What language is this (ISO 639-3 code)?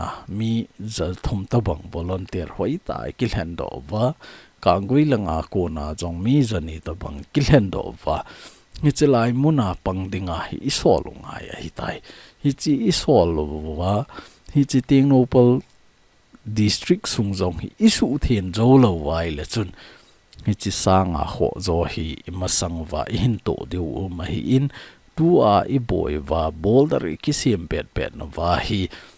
tcz